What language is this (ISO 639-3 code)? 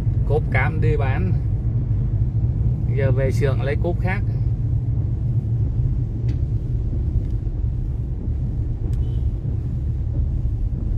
vie